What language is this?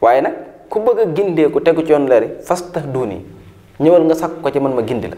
Wolof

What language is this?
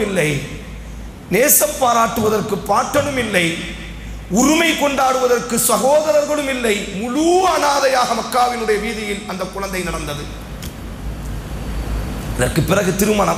Tamil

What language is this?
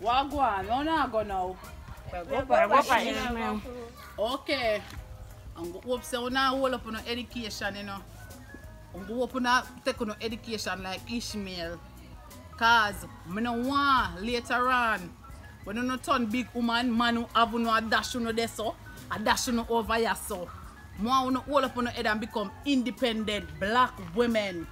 Jamaican Creole English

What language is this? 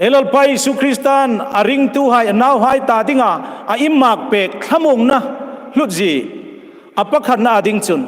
Hmar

